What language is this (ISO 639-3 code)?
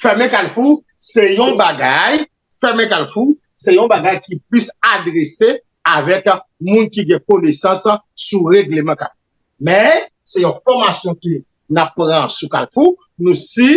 hat